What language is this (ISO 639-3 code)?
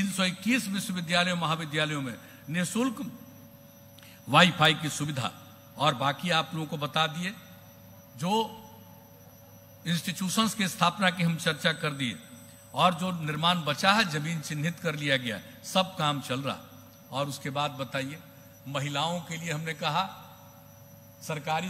hin